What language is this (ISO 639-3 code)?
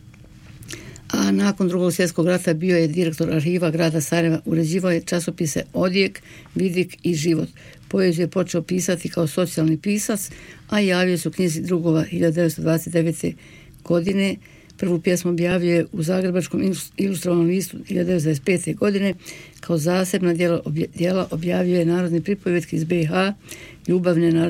bos